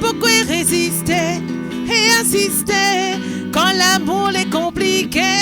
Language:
Réunion Creole French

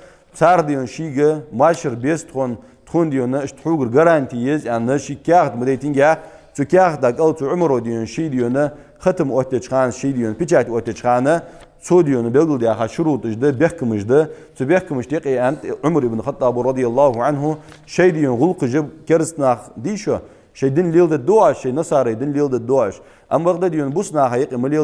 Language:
Ingush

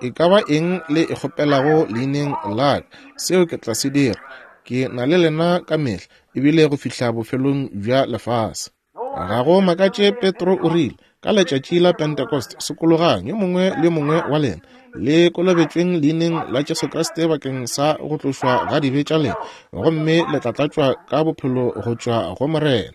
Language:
Northern Sotho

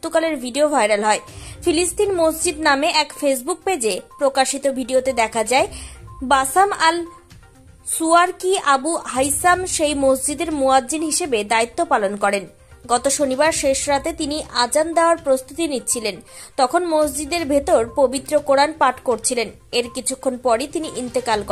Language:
Bangla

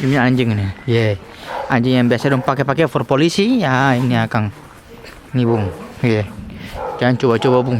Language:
Ambonese Malay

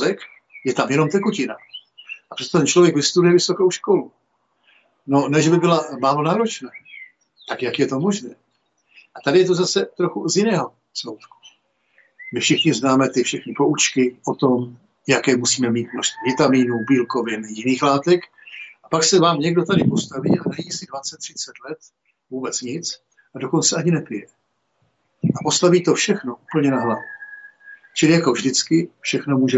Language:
Czech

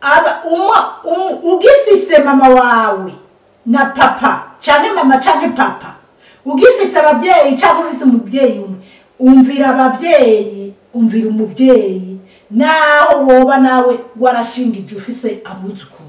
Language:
Rundi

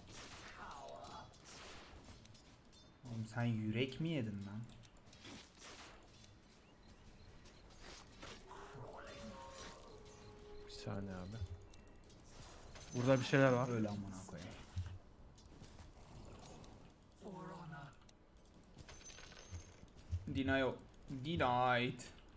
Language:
Turkish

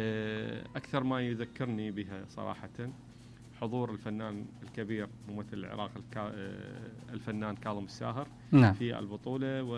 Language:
Mesopotamian Arabic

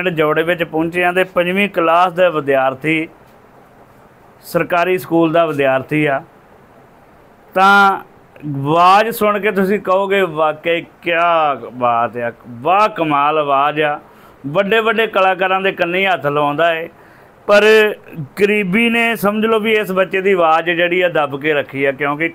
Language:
Punjabi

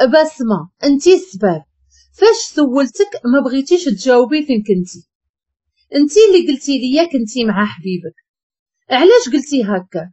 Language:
Moroccan Arabic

